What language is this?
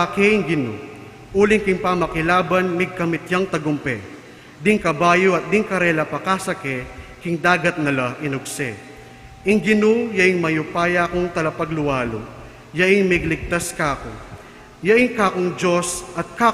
Pampanga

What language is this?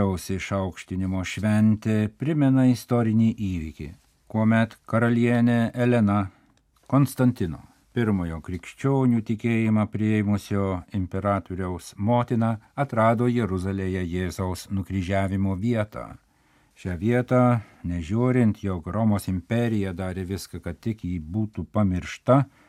Lithuanian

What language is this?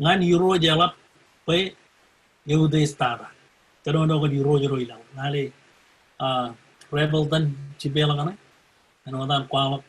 Marshallese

